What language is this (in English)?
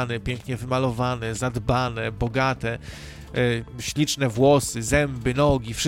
Polish